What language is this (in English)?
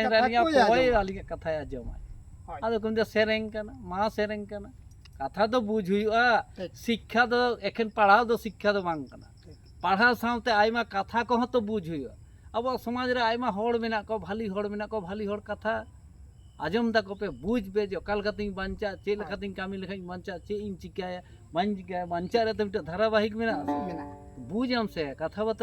Santali